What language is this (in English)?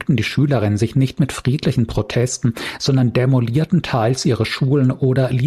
German